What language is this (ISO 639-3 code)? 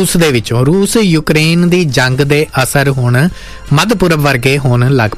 pan